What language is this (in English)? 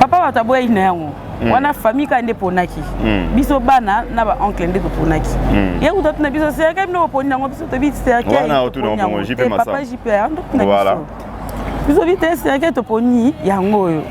Lingala